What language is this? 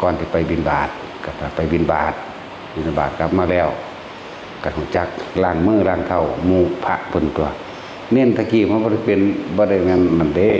Northeastern Thai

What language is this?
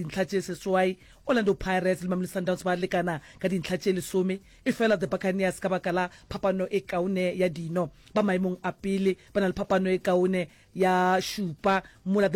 Northern Sotho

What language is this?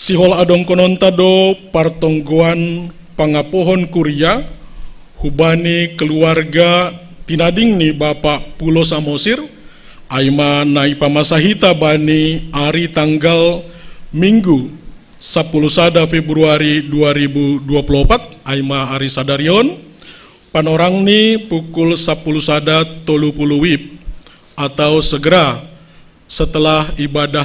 Batak Simalungun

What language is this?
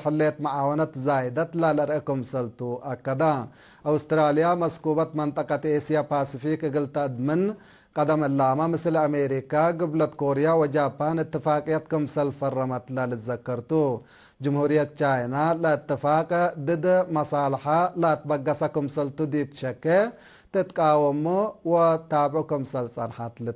Tigre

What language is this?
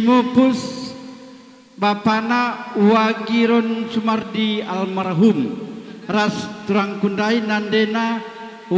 Batak Karo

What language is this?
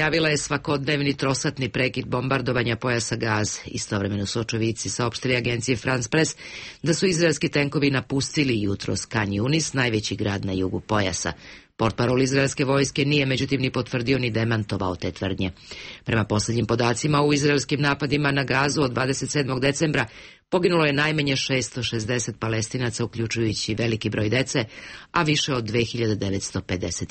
Serbian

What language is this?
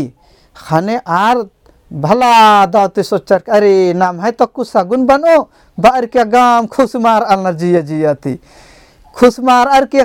Kurukh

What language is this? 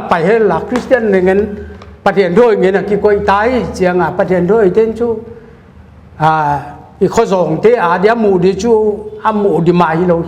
Paite Chin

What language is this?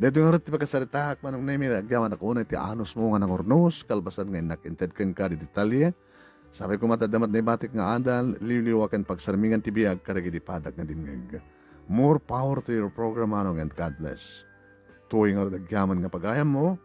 Iloko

